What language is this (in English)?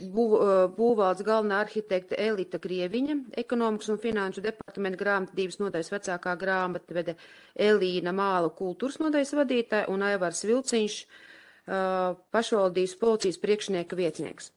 Latvian